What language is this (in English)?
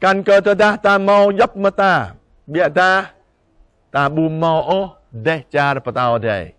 Jarai